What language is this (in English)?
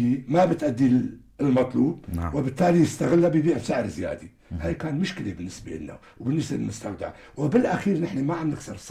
North Levantine Arabic